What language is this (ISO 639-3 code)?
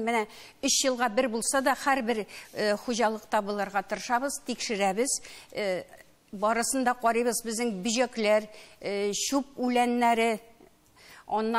tat